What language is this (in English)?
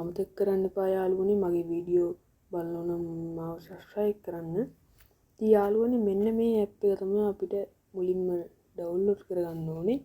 Sinhala